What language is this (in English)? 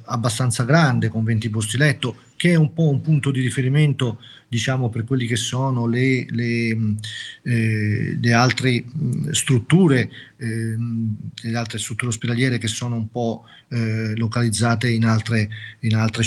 Italian